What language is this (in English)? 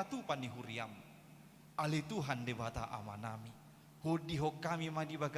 Batak Toba